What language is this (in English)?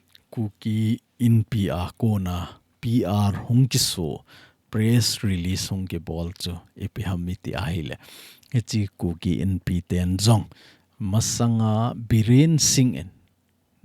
Thado Chin